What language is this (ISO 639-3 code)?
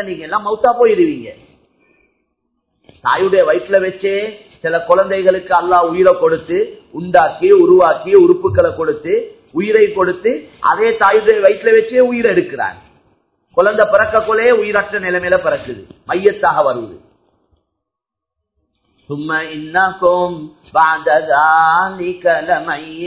tam